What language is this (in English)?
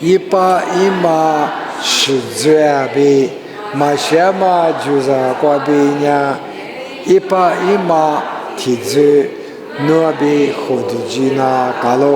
Lisu